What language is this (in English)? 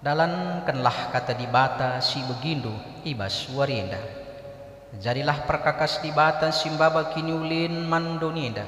Batak Karo